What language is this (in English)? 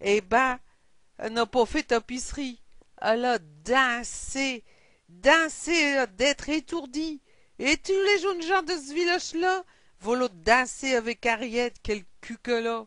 Picard